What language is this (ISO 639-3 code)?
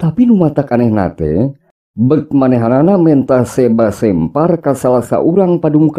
sun